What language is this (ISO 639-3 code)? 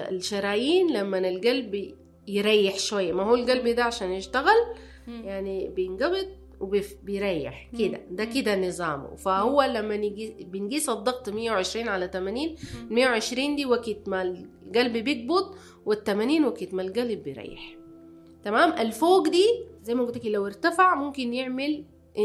apd